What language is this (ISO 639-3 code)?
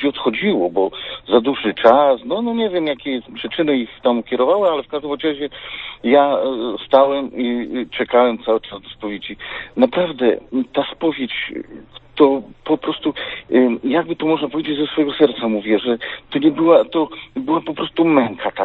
pol